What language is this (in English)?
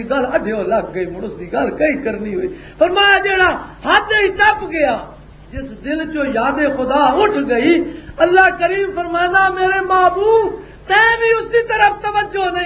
Western Panjabi